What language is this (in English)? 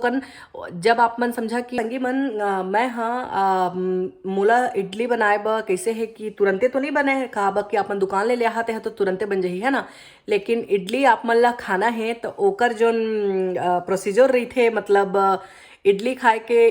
Chhattisgarhi